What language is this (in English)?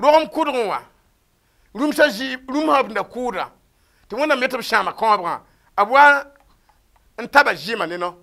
Mossi